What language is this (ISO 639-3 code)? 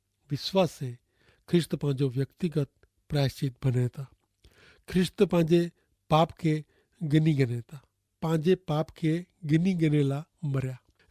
kfr